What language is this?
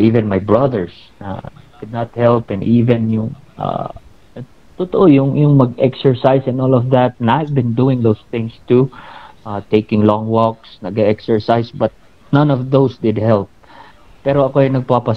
Filipino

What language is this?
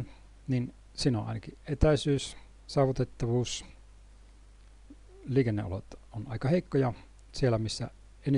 Finnish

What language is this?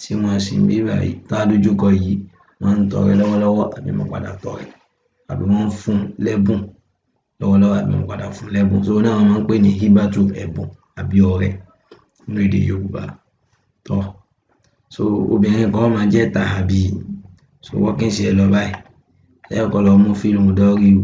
Yoruba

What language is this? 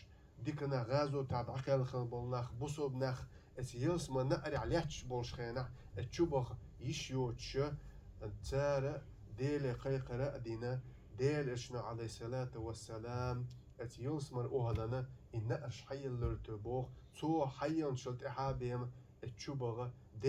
Chechen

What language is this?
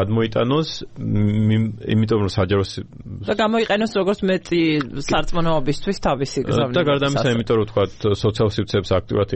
Georgian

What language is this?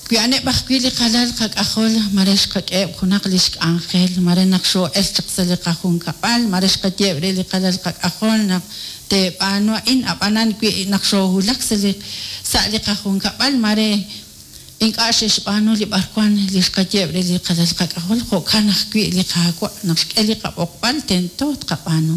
Kekchí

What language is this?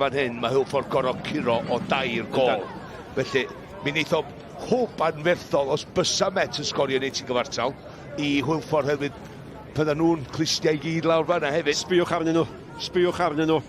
Welsh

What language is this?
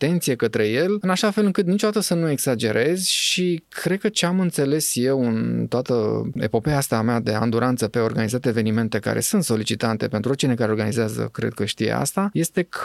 Romanian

